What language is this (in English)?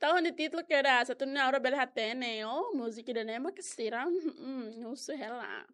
Tetum